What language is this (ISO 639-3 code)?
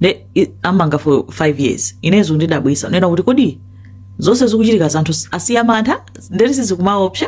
nya